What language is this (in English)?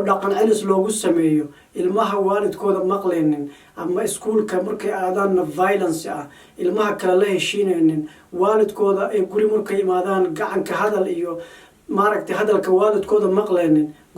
Somali